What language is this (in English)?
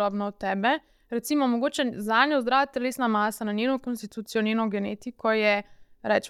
Slovenian